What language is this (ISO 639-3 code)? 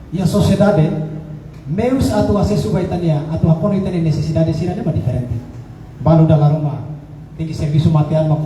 tet